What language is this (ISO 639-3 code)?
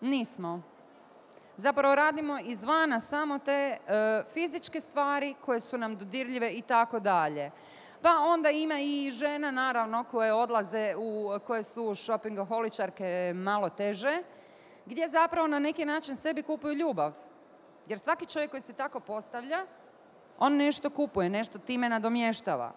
bos